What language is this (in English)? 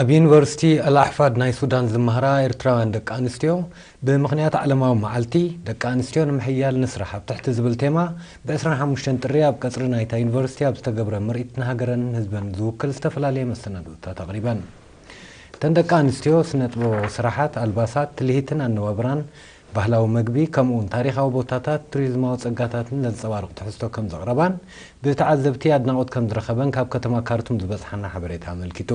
Tigrinya